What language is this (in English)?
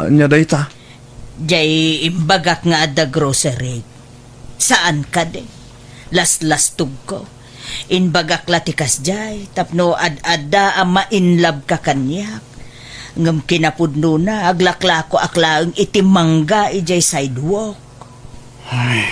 Iloko